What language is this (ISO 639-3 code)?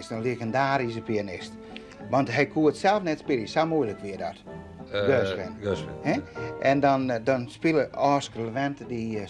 fry